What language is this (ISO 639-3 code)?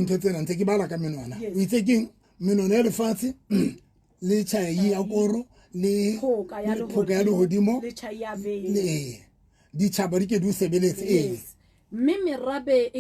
sot